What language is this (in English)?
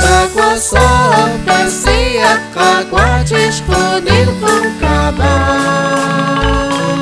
Kekchí